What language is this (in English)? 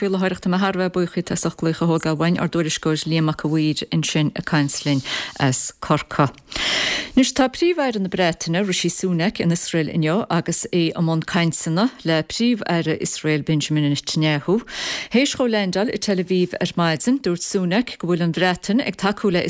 Irish